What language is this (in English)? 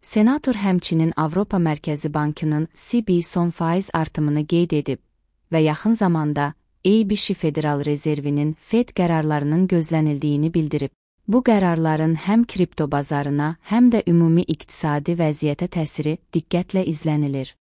Azerbaijani